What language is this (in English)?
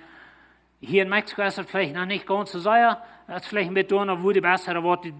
Plautdietsch